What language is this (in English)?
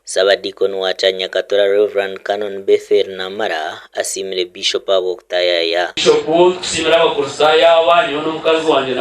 Nyankole